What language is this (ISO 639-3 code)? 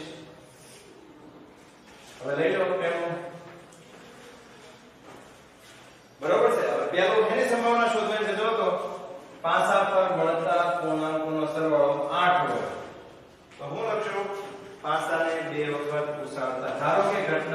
guj